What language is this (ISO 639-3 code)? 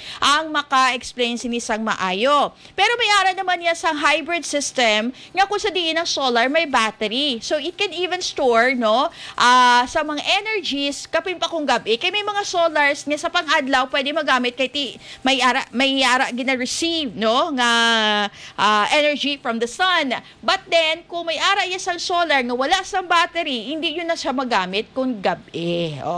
hil